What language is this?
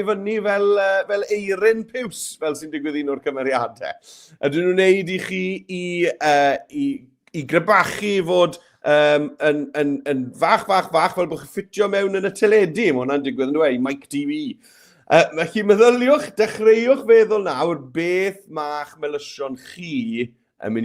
Welsh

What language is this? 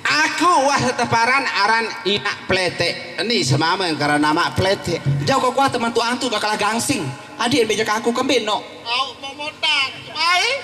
Sasak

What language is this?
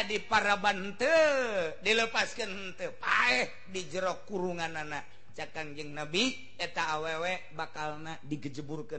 Sundanese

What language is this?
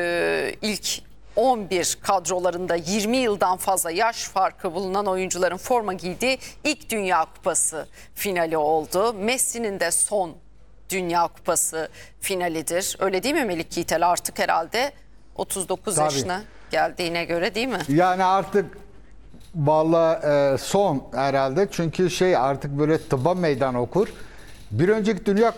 Turkish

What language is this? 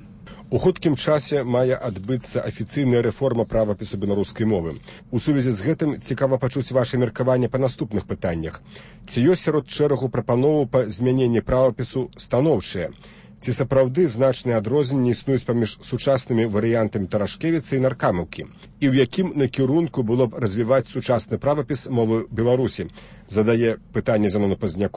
Belarusian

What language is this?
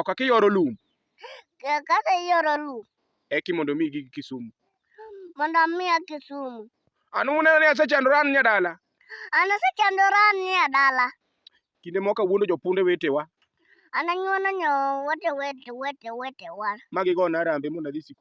Luo (Kenya and Tanzania)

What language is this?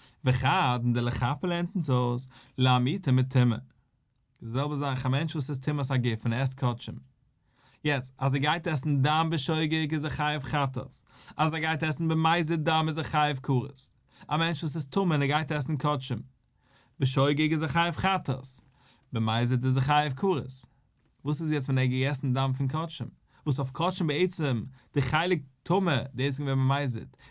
Yiddish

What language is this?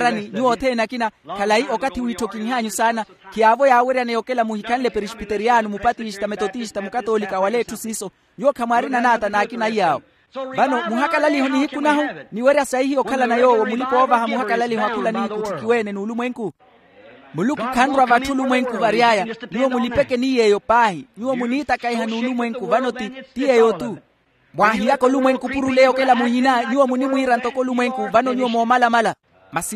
Makhuwa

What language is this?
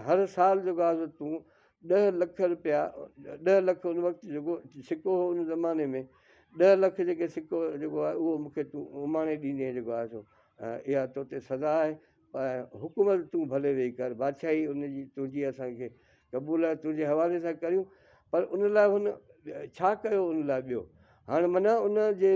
Sindhi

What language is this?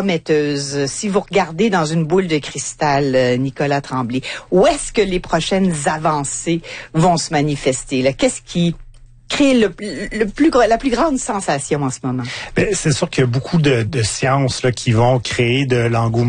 French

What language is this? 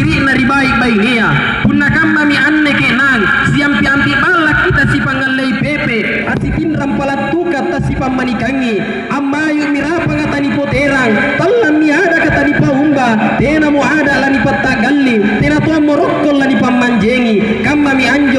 Makasar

